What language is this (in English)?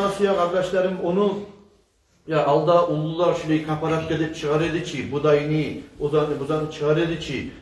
Kumyk